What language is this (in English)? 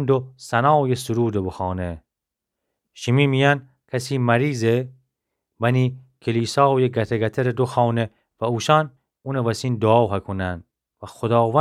Gilaki